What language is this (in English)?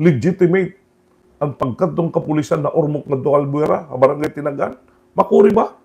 Waray